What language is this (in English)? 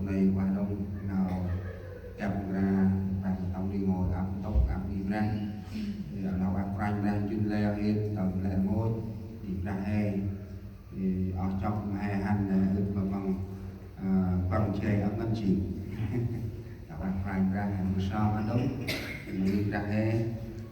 Central Mnong